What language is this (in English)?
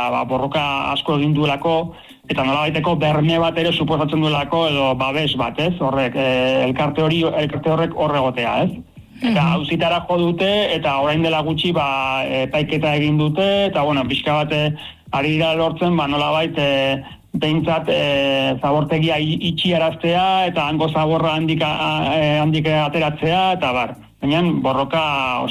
Basque